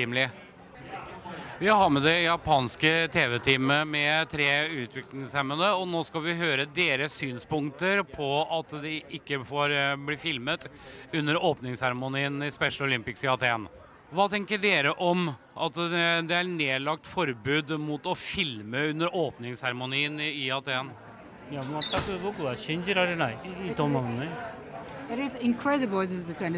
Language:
Norwegian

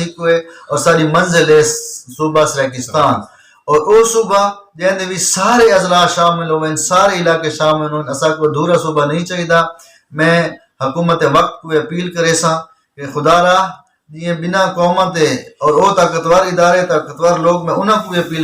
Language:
Saraiki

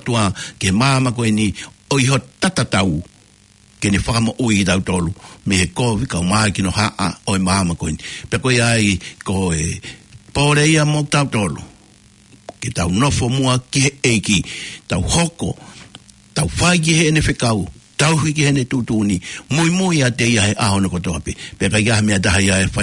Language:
Tongan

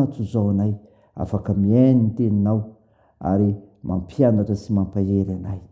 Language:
Malagasy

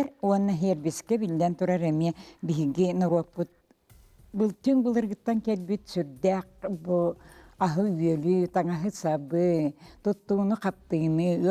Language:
Yakut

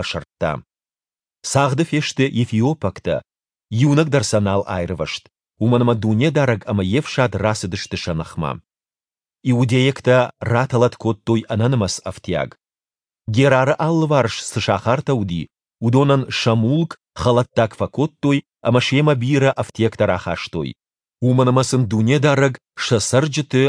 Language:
Ossetic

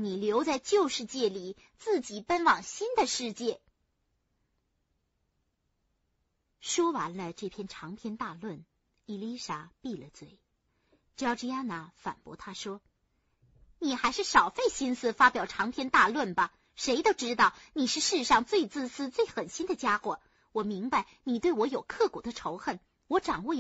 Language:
Chinese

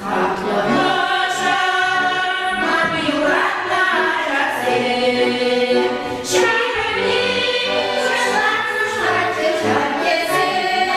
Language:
Chuvash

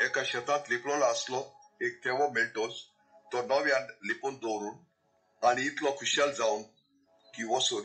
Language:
Konkani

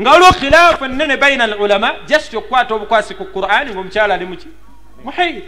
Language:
Ganda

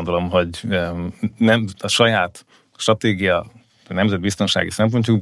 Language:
Hungarian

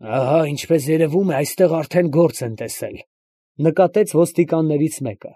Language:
Armenian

